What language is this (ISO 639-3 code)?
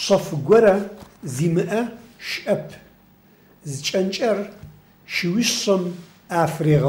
ady